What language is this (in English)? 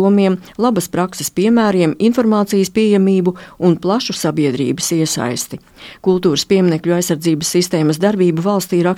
Latvian